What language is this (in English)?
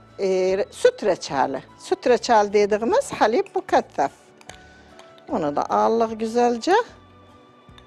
Turkish